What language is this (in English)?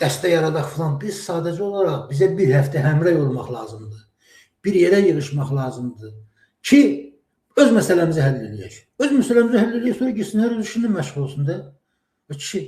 Azerbaijani